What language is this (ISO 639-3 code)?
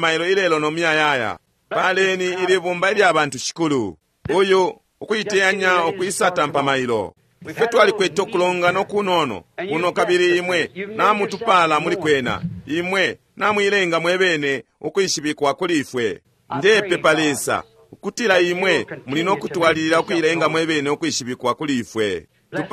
bem